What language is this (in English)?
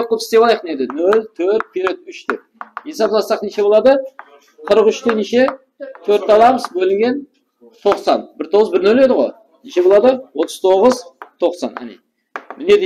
Kara-Kalpak